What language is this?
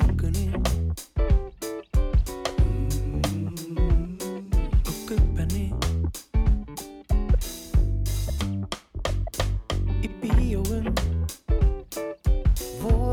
Icelandic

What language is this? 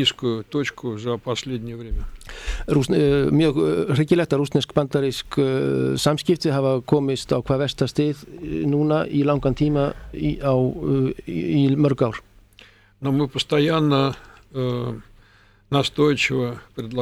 Icelandic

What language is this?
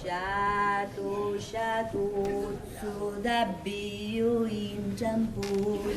Sicilian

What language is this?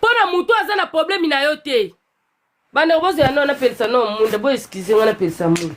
Lingala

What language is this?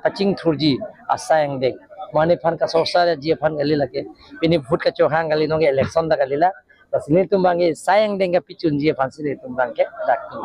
Karbi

